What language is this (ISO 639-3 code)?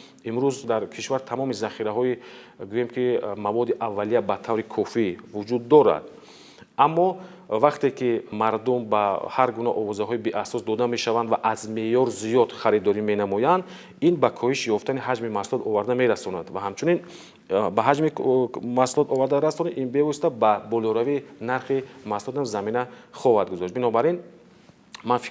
tgk